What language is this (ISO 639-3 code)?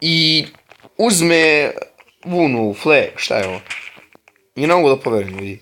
bos